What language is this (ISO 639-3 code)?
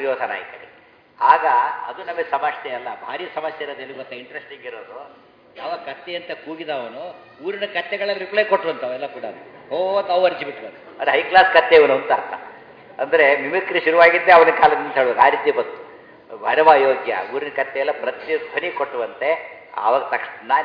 kan